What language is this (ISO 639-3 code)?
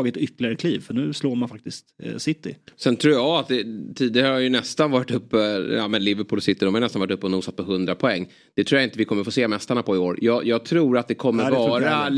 swe